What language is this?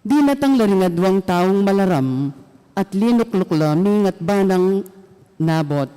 Pampanga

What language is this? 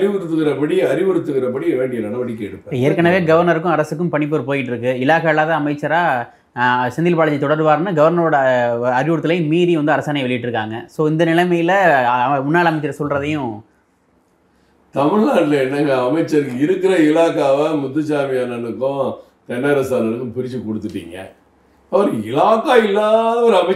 Tamil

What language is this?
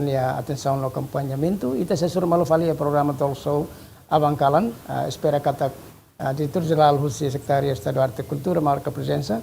Tetum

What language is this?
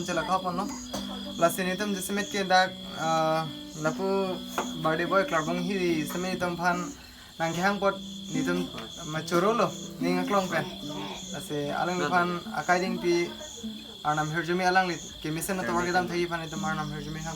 Karbi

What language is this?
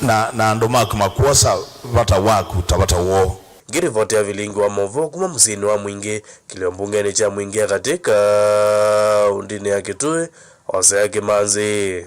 Kamba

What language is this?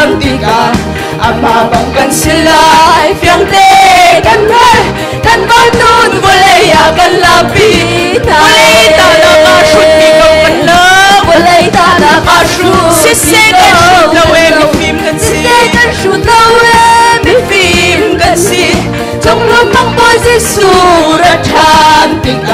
Hakha Chin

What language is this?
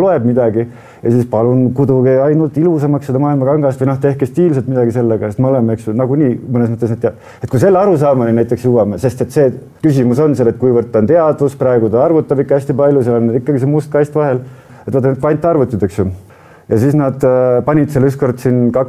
Estonian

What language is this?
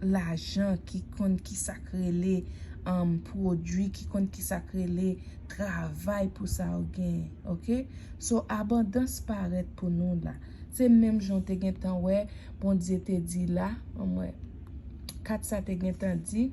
Haitian Creole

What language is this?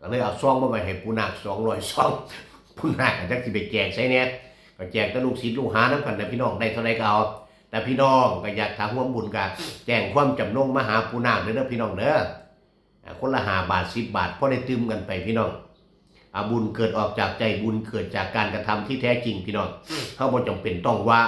Northeastern Thai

